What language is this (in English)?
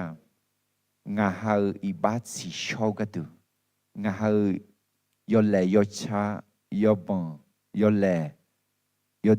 Akha